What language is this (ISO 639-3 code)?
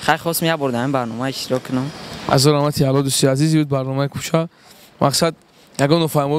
tgk